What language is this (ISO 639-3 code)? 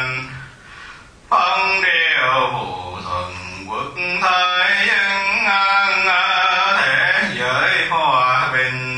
vie